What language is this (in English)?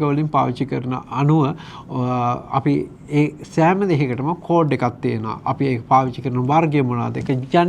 Sinhala